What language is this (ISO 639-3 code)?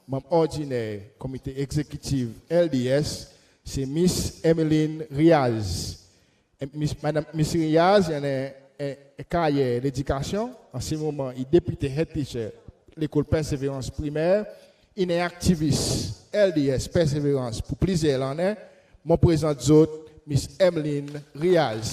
crs